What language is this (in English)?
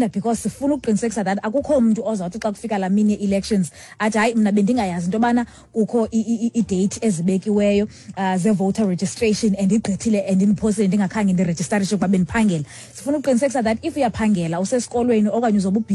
Xhosa